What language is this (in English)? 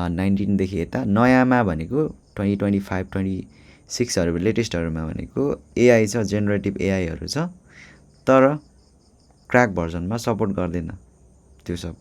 Nepali